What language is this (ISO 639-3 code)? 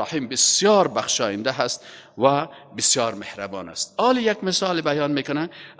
fas